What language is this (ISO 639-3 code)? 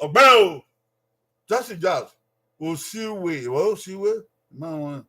bin